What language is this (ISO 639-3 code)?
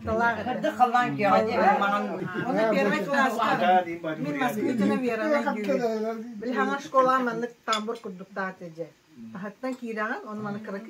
sah